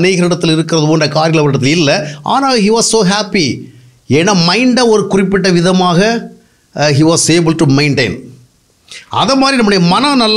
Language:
Tamil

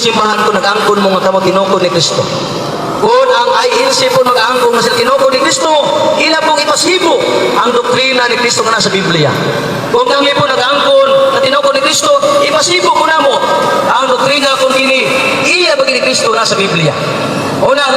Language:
Cebuano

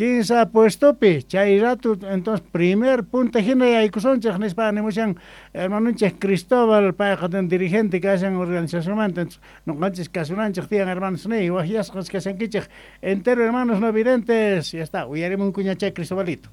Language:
Quechua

